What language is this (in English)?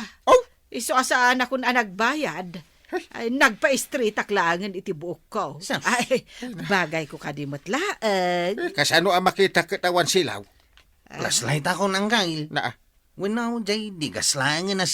Iloko